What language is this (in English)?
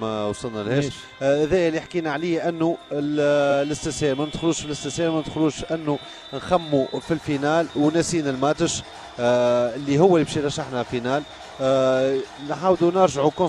Tunisian Arabic